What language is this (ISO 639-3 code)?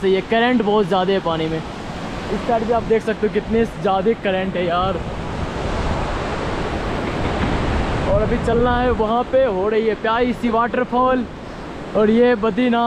hin